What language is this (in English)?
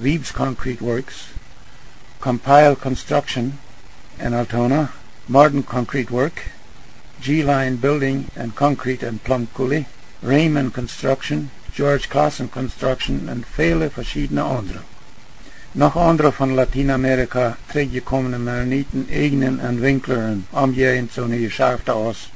Plautdietsch